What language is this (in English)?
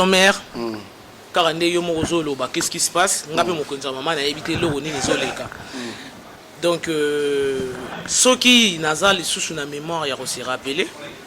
Lingala